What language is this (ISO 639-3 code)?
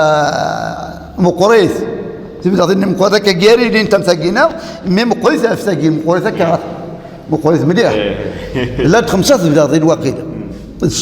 kab